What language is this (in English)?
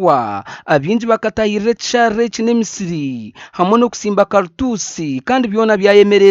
Nyankole